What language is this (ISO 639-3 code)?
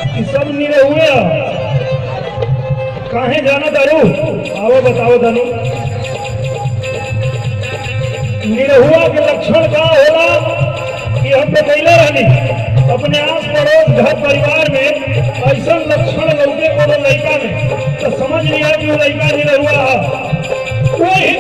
bho